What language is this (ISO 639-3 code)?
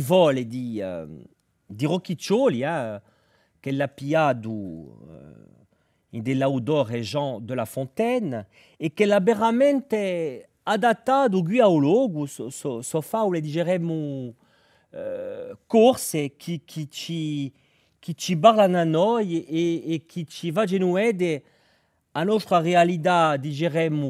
cos